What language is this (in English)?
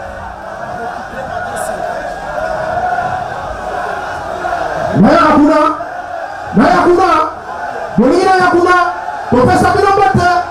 Lingala